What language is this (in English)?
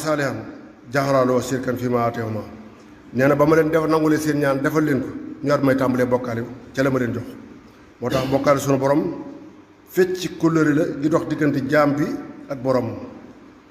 Wolof